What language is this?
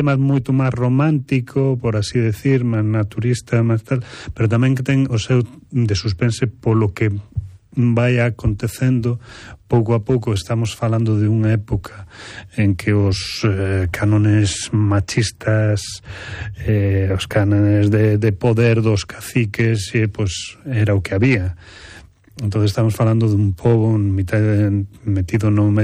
Galician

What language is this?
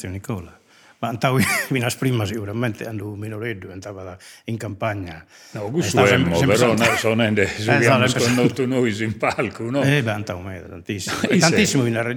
Sardinian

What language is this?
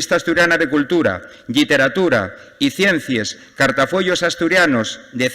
Asturian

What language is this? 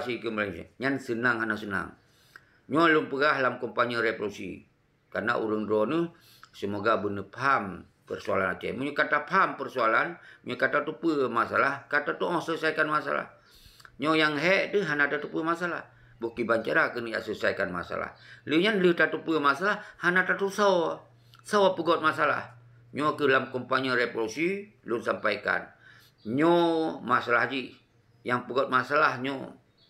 Achinese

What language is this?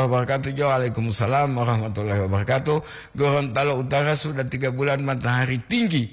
Gorontalo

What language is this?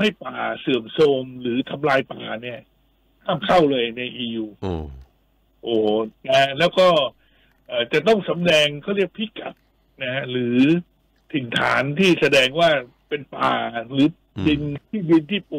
Thai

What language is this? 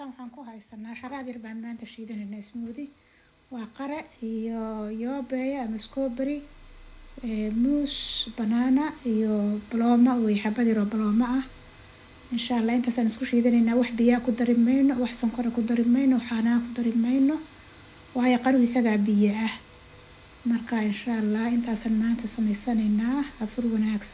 Somali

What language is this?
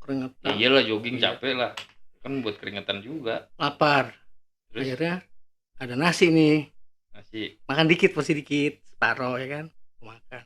Betawi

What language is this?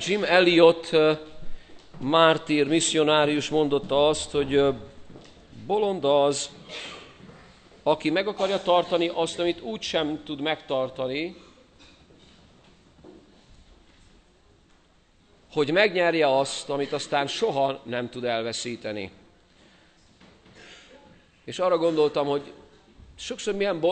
Hungarian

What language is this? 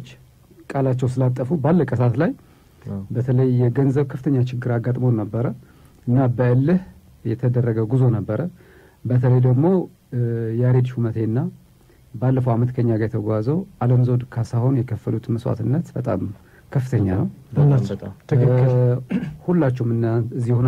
Amharic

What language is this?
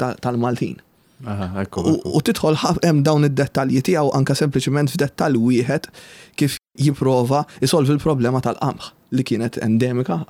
Maltese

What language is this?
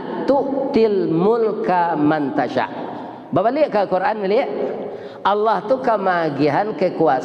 Minangkabau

